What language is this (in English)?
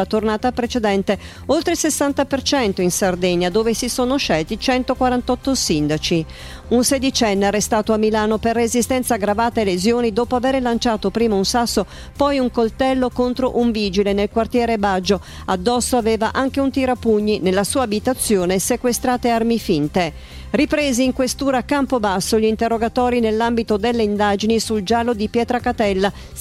Italian